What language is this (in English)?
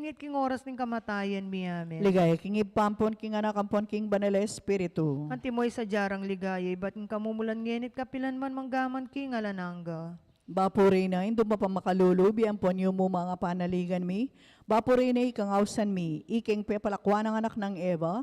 Pampanga